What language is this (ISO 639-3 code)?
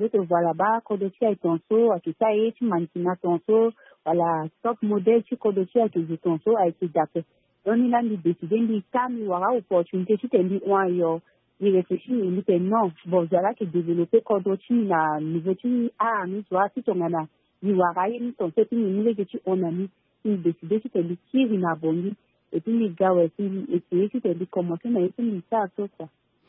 sag